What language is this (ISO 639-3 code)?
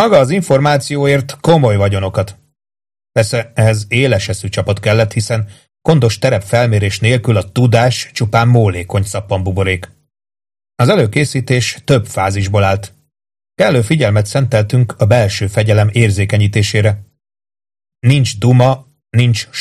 hun